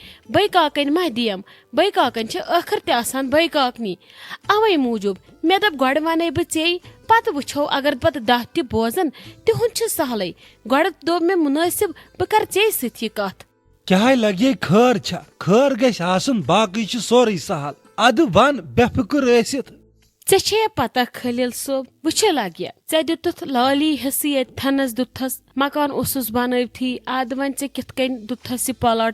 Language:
Kashmiri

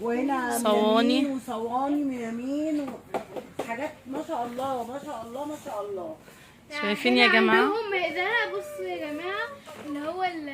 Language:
Egyptian Arabic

